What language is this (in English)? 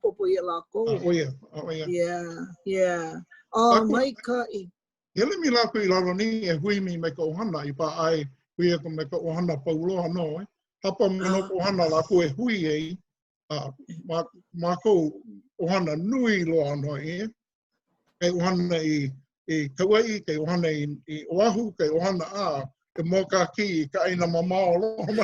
Hawaiian